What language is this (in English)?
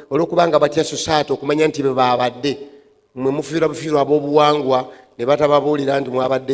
Ganda